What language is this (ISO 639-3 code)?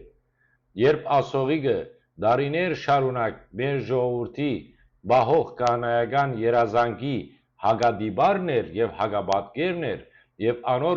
hyw